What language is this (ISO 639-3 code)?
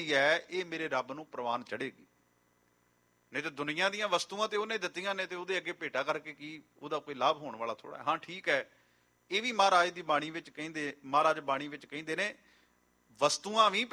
pan